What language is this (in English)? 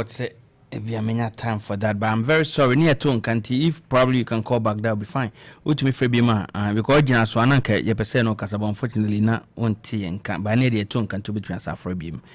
Akan